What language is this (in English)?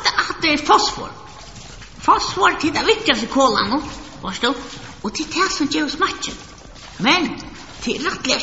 Faroese